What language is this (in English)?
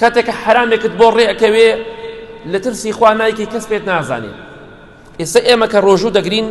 Central Kurdish